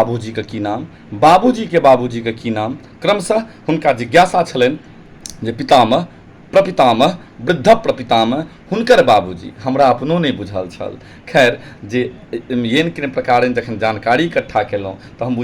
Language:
Maithili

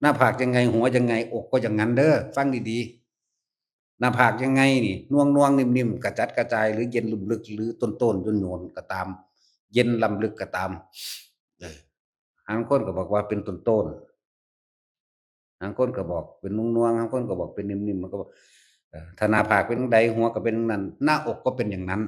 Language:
Northeastern Thai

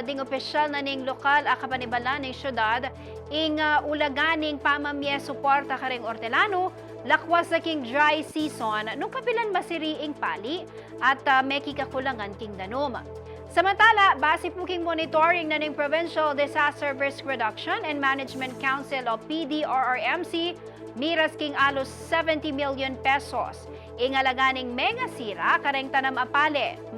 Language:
Pampanga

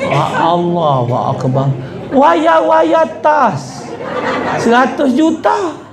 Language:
Musi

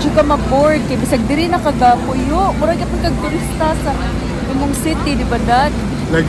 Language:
Cebuano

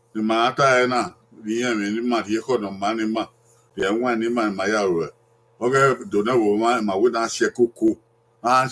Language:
Bini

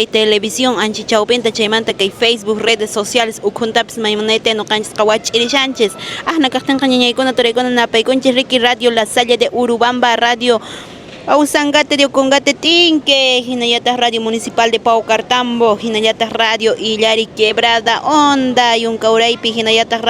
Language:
Quechua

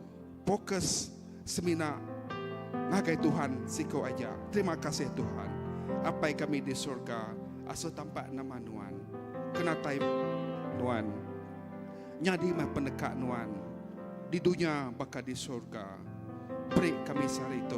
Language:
Iban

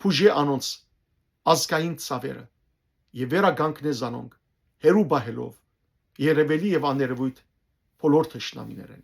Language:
Western Armenian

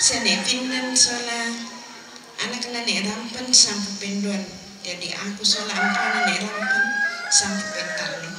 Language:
Toraja-Sa'dan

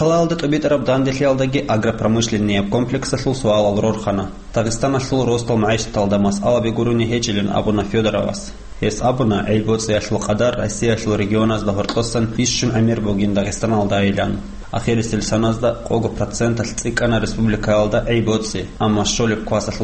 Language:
Avaric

